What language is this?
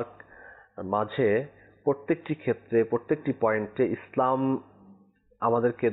Bangla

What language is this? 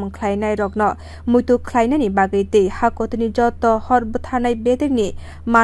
Kok Borok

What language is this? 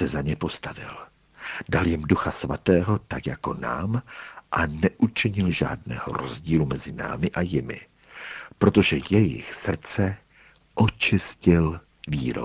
Czech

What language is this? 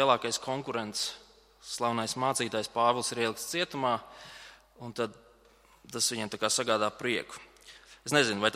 Latvian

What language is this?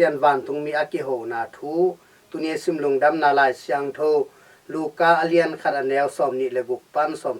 Tedim Chin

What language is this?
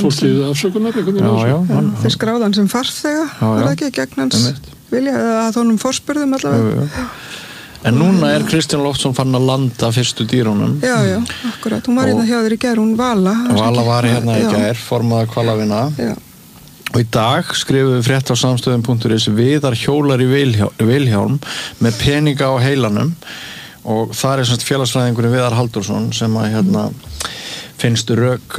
Icelandic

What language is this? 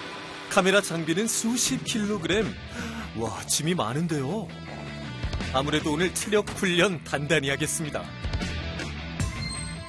Korean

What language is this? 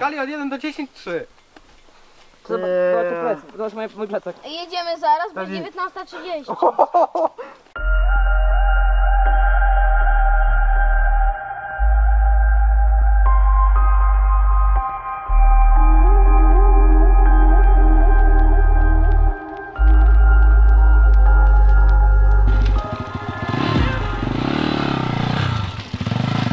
Polish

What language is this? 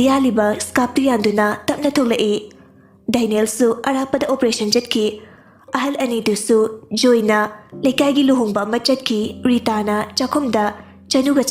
Manipuri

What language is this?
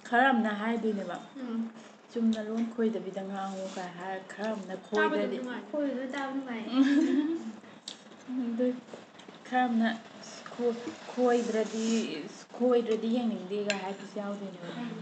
Manipuri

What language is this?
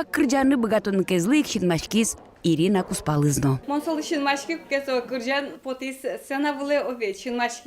Udmurt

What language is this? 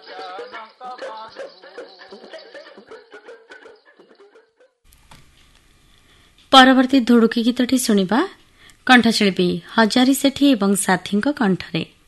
Odia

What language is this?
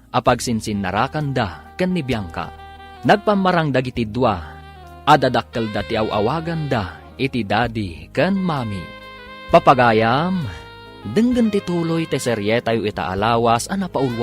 Iloko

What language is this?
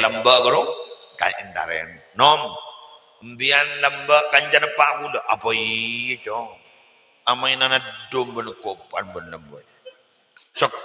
Madurese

